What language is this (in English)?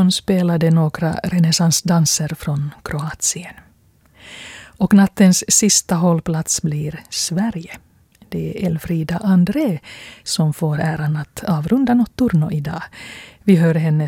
Swedish